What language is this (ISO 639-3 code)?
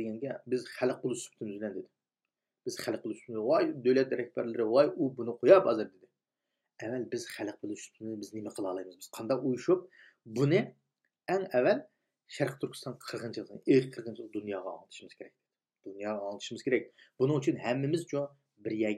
uig